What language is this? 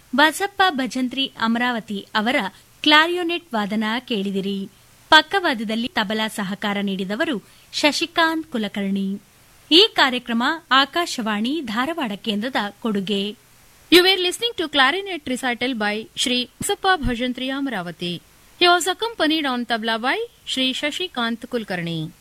Kannada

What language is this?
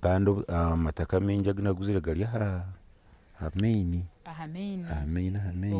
Nyankole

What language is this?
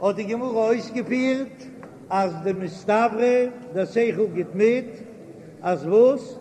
Yiddish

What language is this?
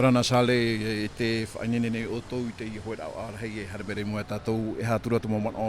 Tahitian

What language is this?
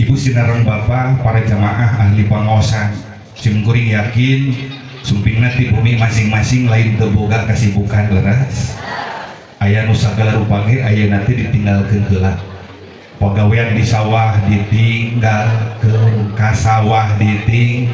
Sundanese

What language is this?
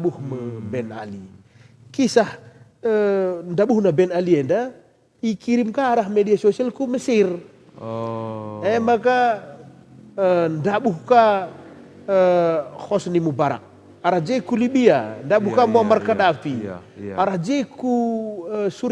Batak Karo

